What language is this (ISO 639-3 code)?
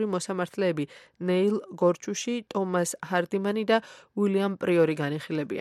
kat